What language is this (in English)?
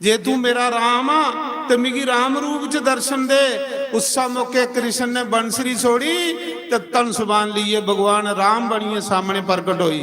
Dogri